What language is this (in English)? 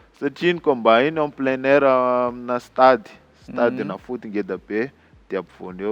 Malagasy